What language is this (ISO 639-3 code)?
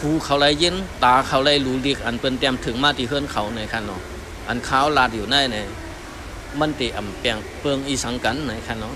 shn